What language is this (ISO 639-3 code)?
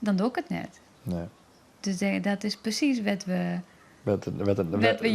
fry